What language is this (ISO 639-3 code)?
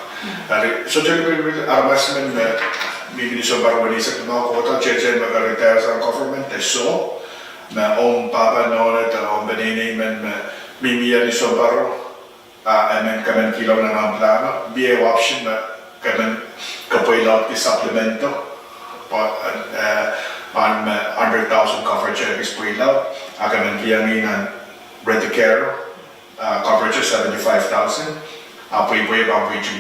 pon